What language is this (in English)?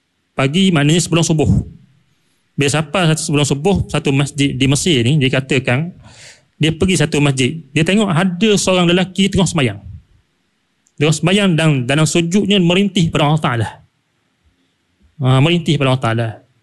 Malay